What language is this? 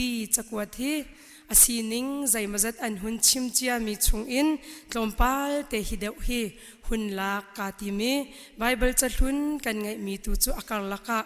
Hakha Chin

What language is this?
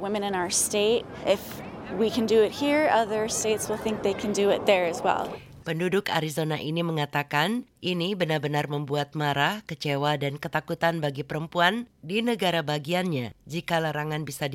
Indonesian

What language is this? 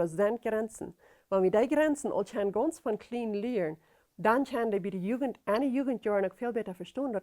Plautdietsch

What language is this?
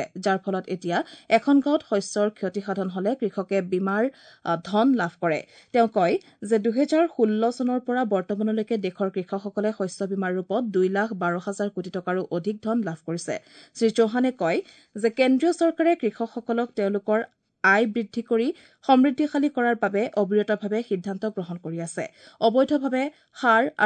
Assamese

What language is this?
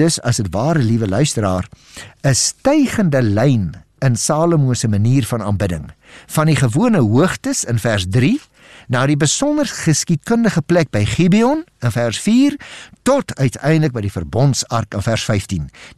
Afrikaans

